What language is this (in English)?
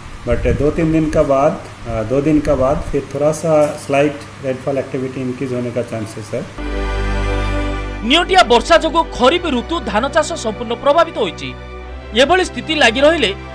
Odia